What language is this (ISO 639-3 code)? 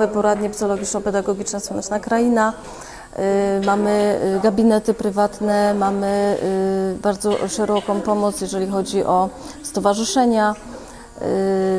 pol